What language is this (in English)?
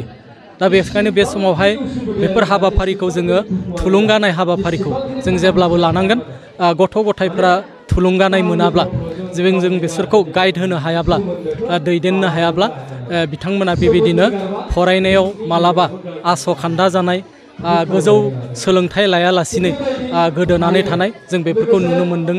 Bodo